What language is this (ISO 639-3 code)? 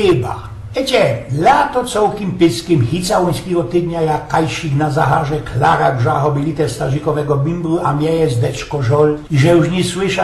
szl